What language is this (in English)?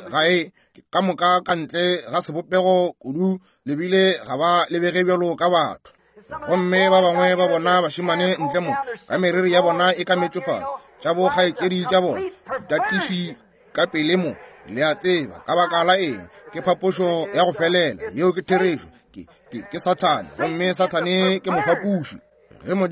Northern Sotho